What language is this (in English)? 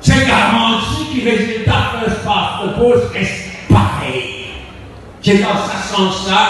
Morisyen